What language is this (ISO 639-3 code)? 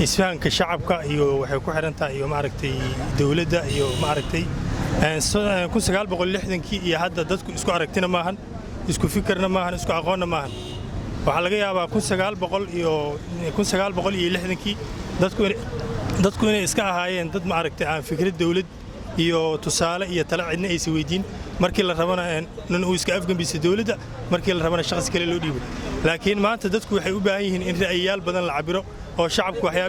som